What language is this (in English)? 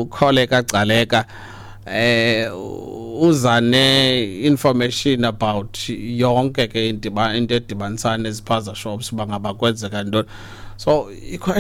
Xhosa